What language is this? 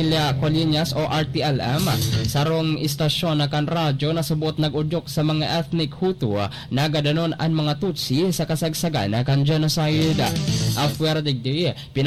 Bikol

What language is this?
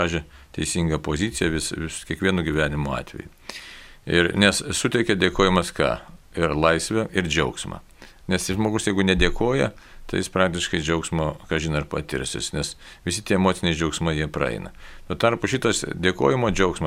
Lithuanian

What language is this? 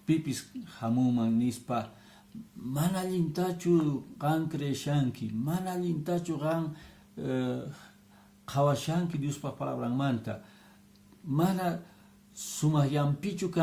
Quechua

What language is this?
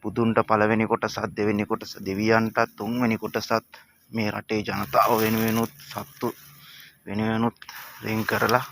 Sinhala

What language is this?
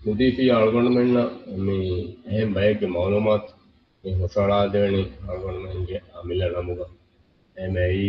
Divehi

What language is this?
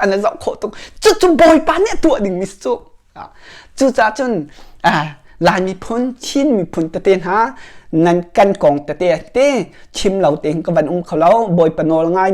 Hakha Chin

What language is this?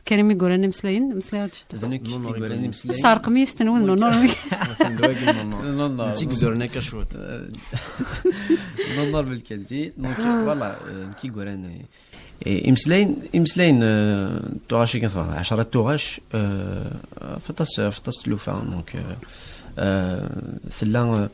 Kabyle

